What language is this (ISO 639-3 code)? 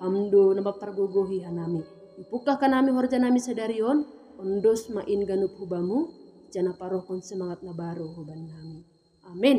bts